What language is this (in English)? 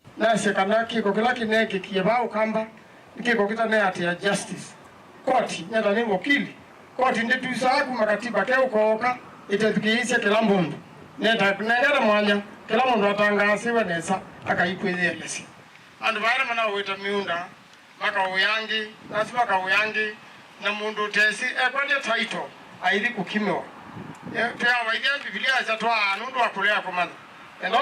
Kamba